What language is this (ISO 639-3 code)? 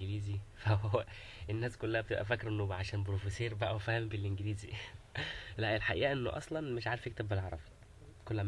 arz